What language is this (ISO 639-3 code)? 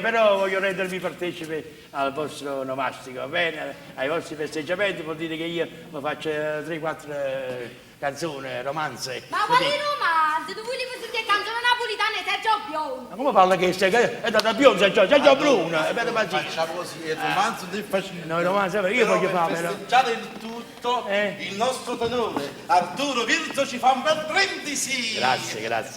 nap